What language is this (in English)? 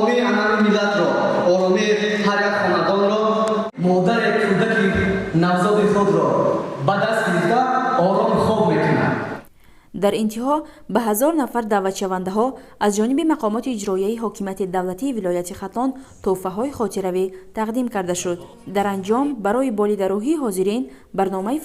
Tajik